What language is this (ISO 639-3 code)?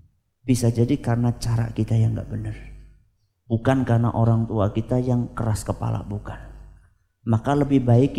ind